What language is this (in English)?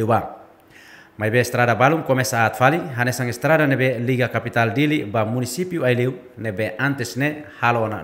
Tetum